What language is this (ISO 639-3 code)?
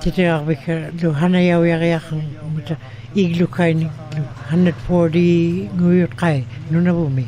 ikt